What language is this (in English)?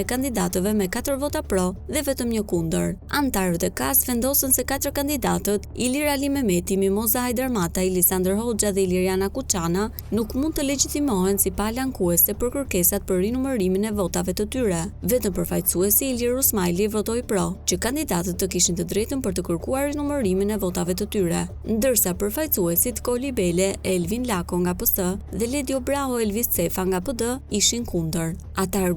Albanian